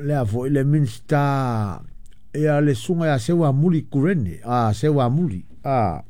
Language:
Samoan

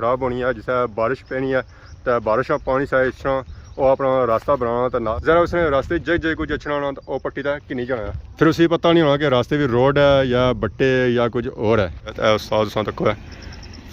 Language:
Pahari-Potwari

